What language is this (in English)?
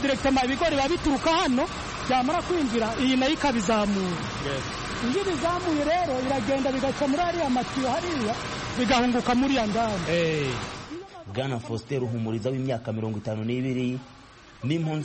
Kinyarwanda